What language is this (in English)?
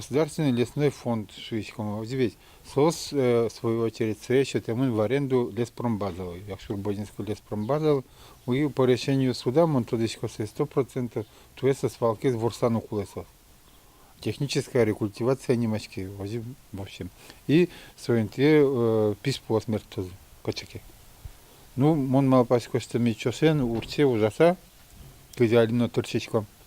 Udmurt